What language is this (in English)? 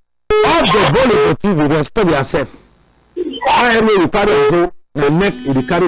Cameroon Pidgin